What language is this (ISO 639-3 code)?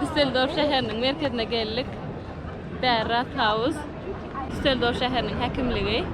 tuk